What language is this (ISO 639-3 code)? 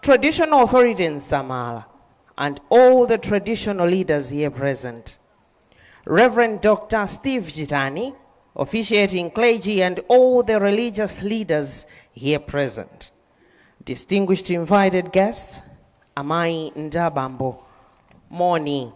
nya